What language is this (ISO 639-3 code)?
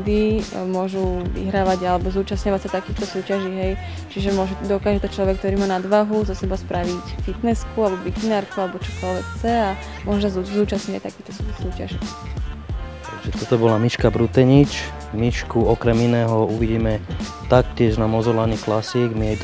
slk